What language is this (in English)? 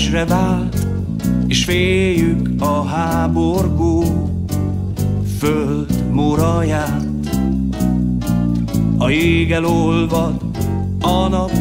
Hungarian